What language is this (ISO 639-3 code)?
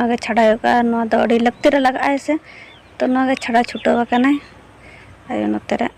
sat